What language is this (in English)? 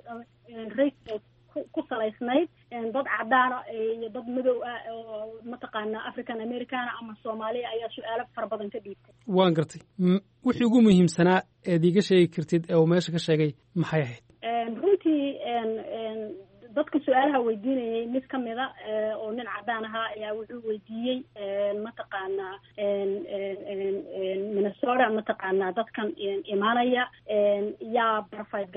Somali